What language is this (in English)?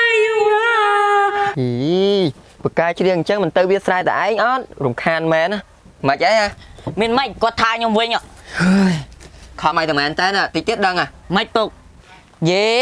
Khmer